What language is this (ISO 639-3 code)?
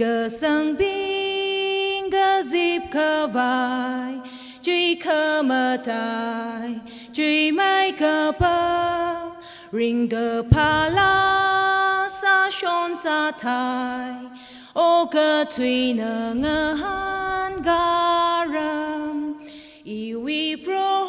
nmf